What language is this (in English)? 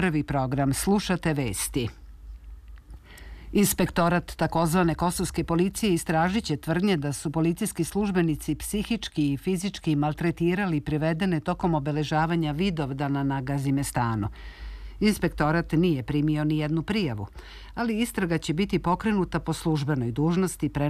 Serbian